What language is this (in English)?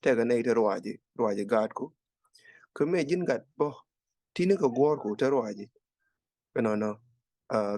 Nuer